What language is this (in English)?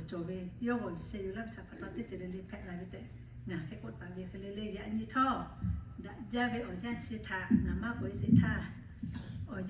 Lahu